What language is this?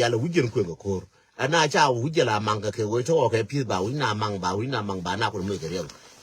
Nuer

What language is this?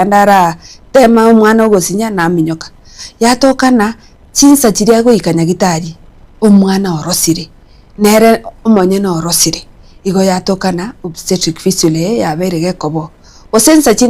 Gusii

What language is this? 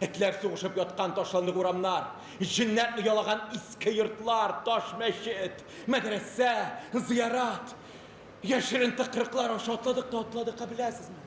Tatar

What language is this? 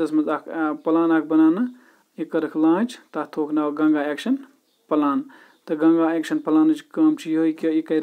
Kashmiri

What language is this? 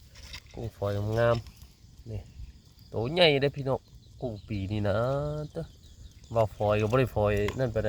Northeastern Thai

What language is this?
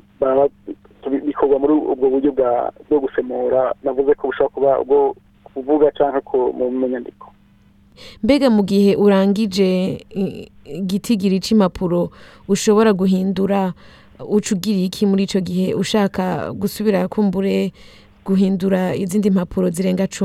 Rundi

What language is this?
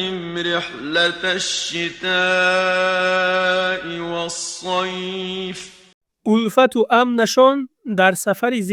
Tajik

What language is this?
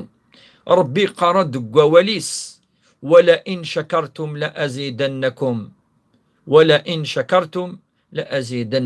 Kabyle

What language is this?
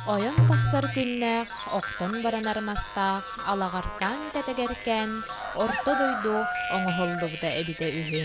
Yakut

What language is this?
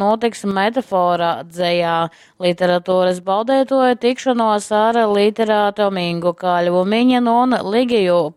Latgalian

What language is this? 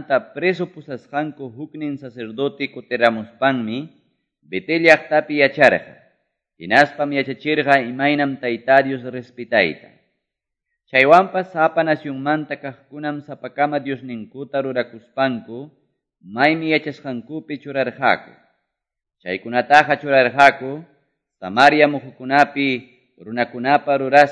Quechua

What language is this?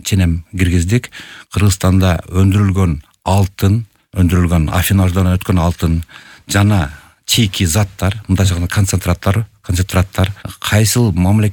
Kyrgyz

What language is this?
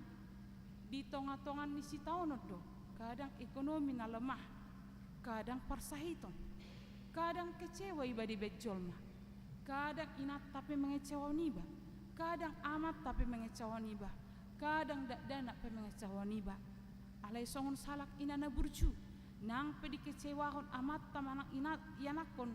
Batak Toba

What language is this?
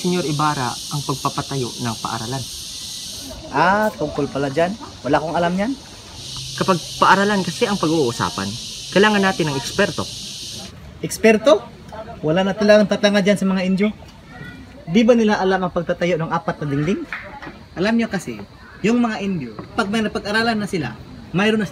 Filipino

